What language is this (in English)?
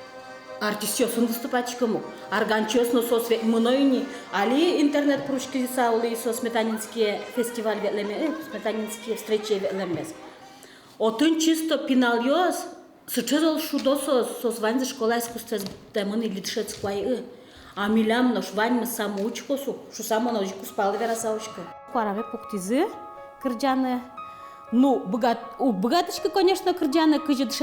Udmurt